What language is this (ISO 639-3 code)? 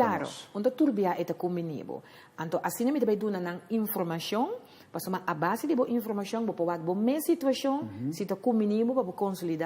pap